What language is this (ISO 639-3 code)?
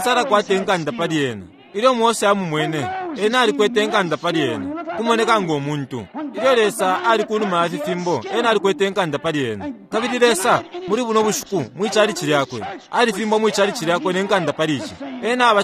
bem